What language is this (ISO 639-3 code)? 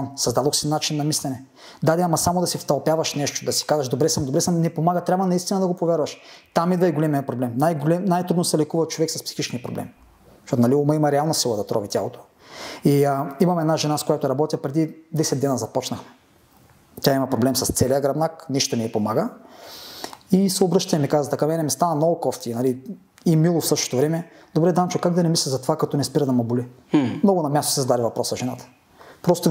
bul